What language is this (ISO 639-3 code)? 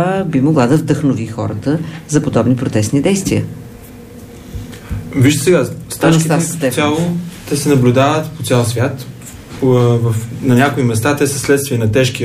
bul